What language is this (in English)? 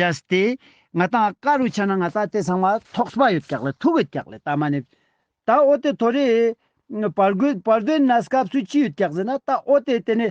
Ladakhi